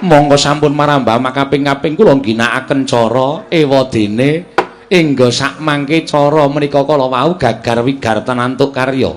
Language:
Javanese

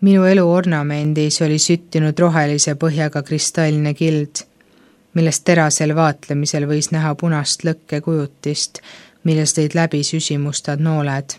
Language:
Estonian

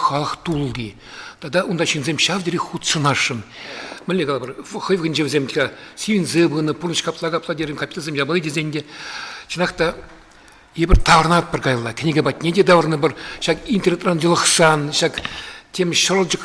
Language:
Chuvash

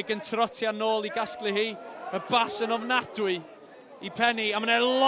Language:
Welsh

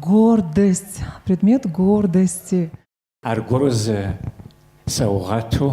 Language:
Kabardian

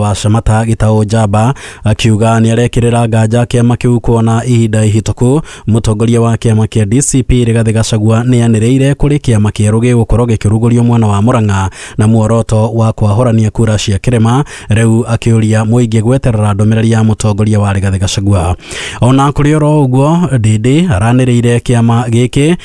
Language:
Kikuyu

